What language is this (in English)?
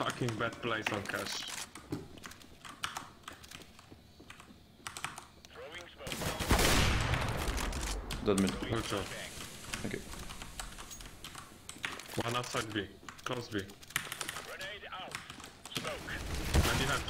Swedish